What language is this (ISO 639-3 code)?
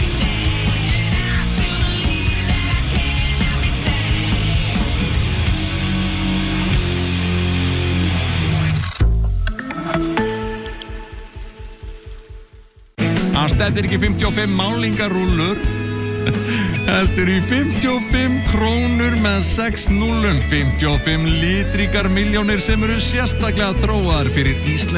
isl